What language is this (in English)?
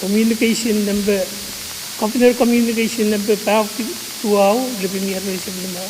Pohnpeian